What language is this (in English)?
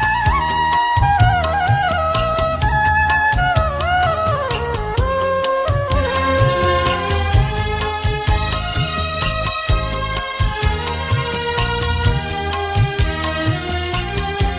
Newari